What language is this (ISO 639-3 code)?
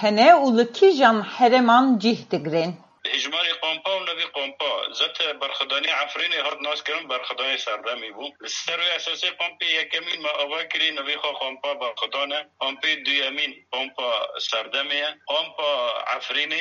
kur